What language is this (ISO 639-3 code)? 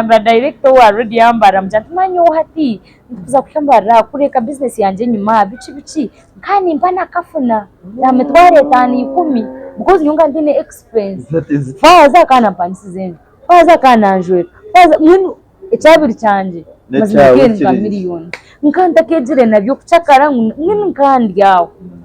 nyn